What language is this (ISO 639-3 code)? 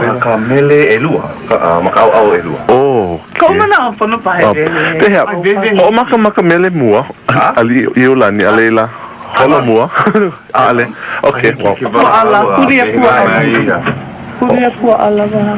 haw